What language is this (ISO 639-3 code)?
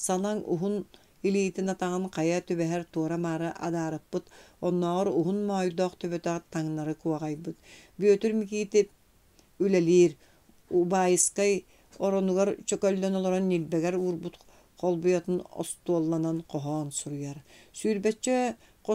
sah